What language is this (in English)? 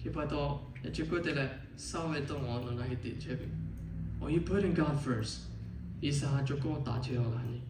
Lahu